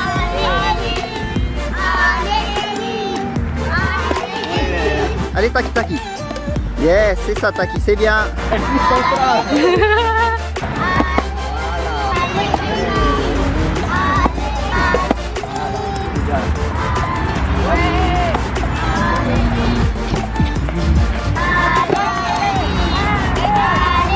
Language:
French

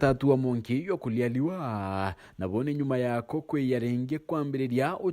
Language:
Meru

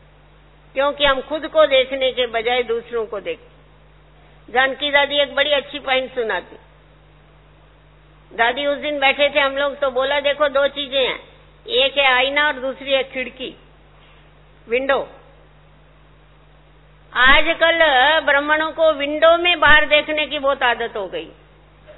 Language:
Hindi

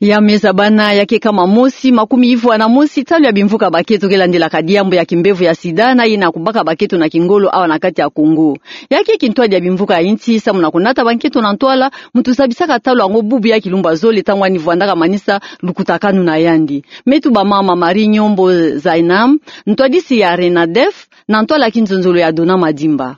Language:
Kituba (Democratic Republic of Congo)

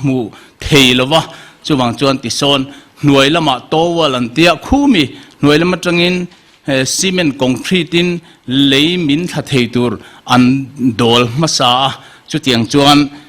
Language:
Mizo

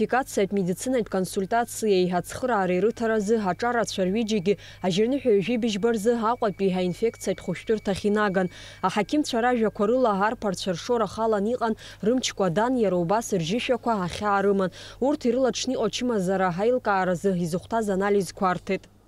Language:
Abkhazian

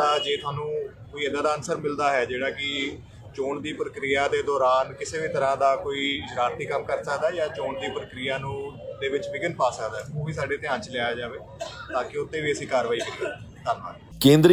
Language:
Punjabi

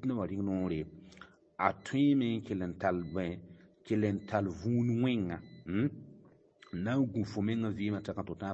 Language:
Mossi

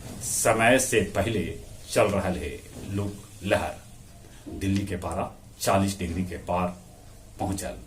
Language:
Magahi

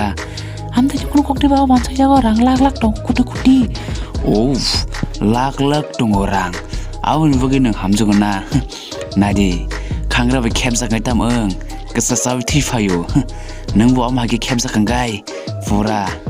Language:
Kok Borok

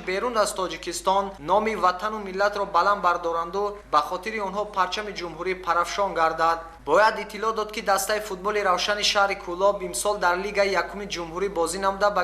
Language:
Tajik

